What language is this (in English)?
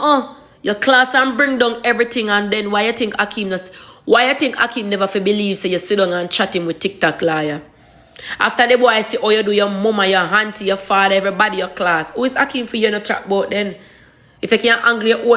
Jamaican Creole English